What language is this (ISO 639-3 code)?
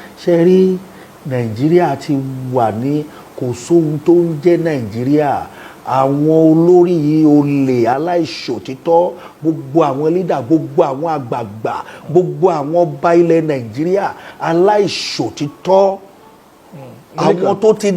yor